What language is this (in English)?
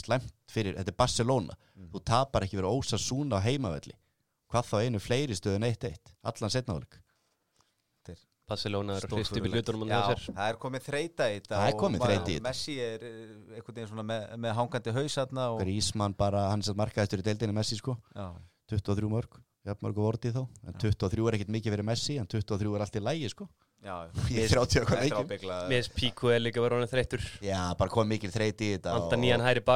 Icelandic